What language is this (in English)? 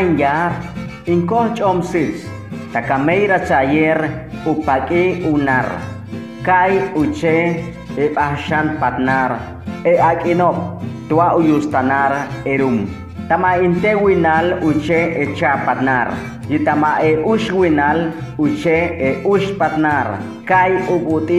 Chortí